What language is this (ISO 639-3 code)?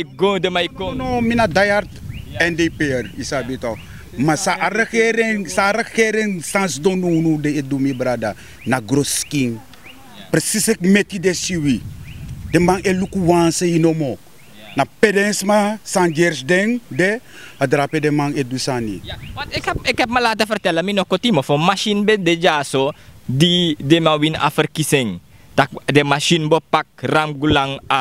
srn